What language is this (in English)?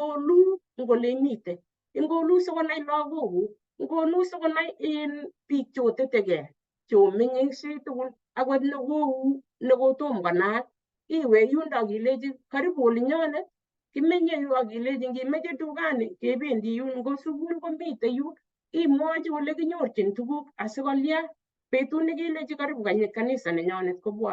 Kalenjin